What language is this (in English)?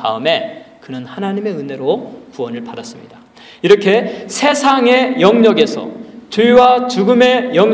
Korean